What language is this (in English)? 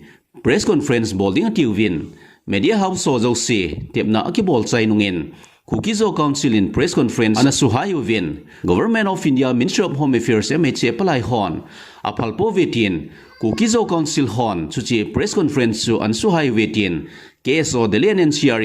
Thado Chin